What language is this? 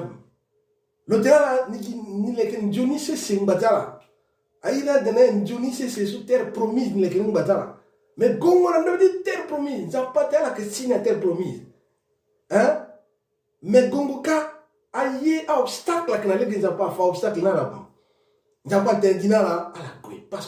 Sango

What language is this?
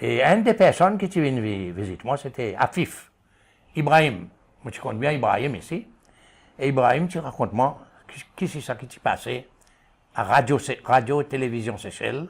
Seselwa Creole French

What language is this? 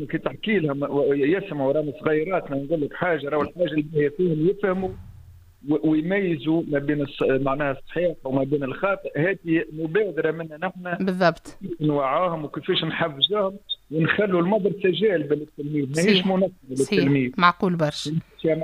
Tunisian Arabic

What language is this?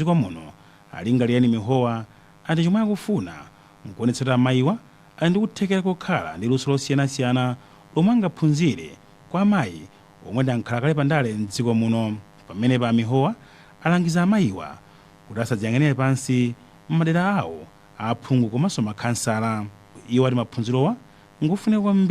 Nyanja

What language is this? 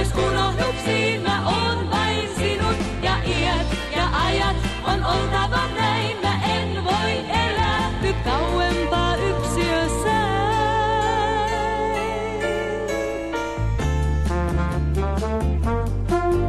Finnish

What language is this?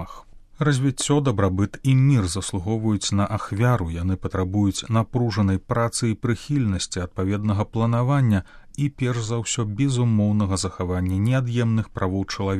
Belarusian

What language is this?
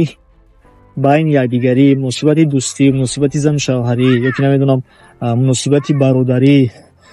Tajik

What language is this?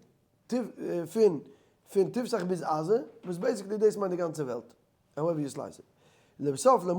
Yiddish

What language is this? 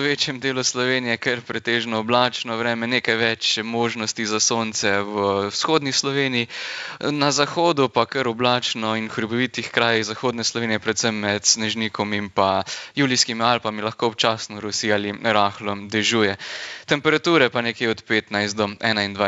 Slovenian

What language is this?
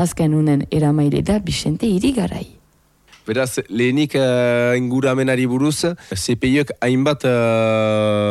Basque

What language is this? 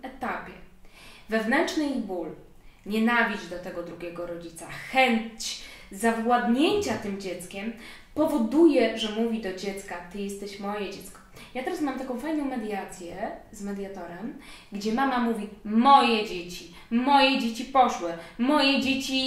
Polish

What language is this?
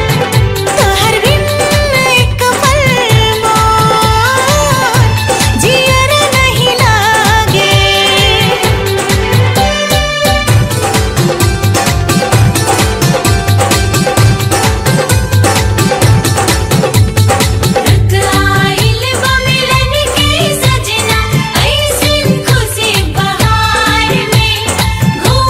Bhojpuri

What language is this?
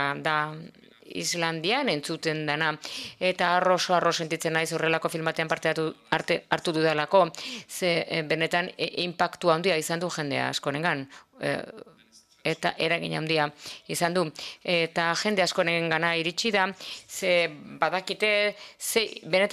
Basque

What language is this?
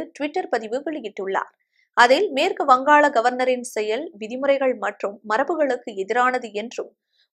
Tamil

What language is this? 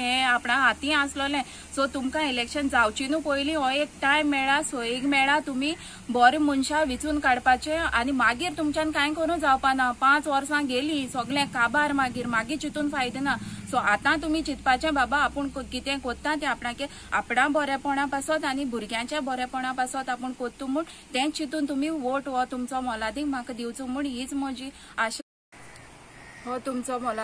Konkani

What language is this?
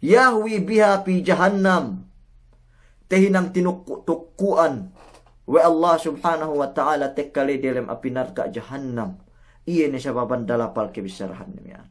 Yakan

